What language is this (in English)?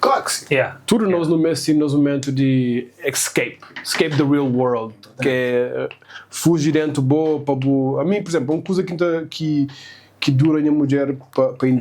Kabuverdianu